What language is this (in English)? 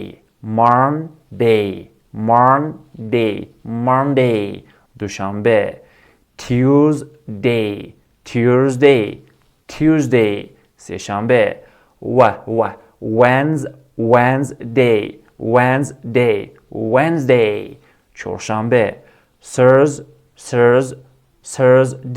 Tajik